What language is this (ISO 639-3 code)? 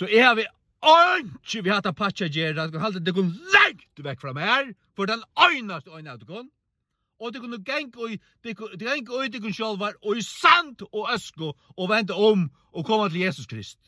fao